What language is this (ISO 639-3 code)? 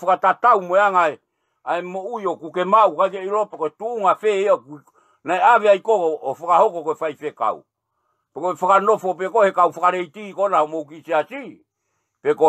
ton